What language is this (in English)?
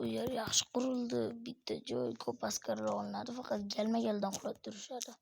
Uzbek